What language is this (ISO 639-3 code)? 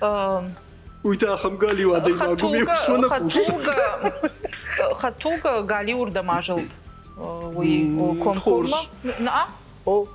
oss